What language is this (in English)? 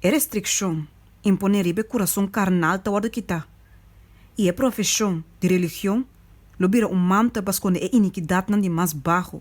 Papiamento